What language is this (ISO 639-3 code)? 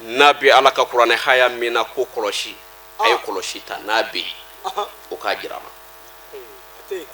bam